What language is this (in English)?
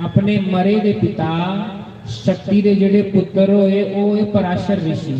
Dogri